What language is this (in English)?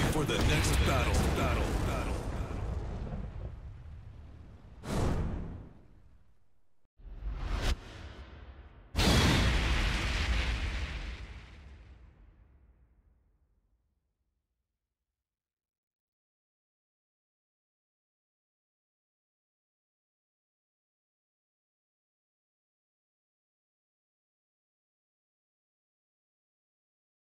English